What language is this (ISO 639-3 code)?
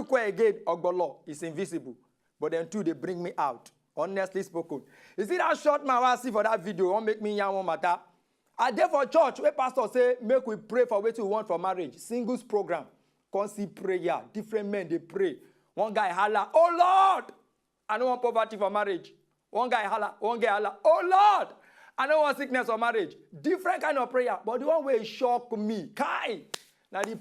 pcm